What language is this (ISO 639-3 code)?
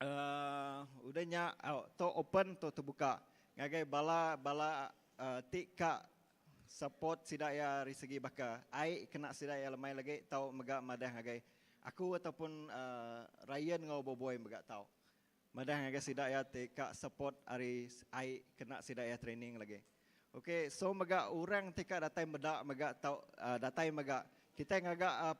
iba